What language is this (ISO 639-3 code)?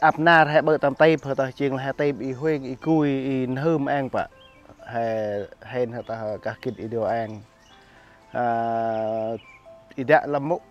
cmo